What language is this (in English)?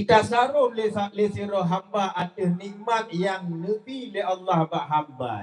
Achinese